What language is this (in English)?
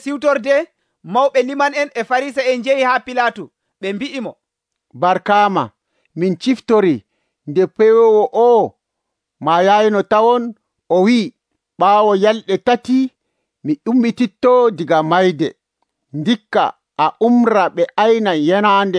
Nigerian Fulfulde